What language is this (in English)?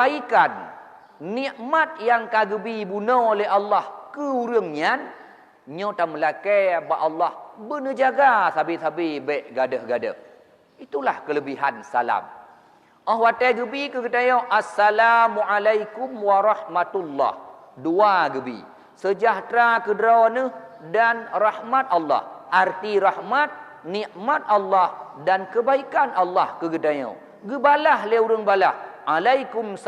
Achinese